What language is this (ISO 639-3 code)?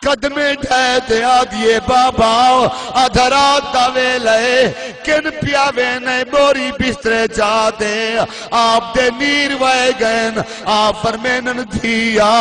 skr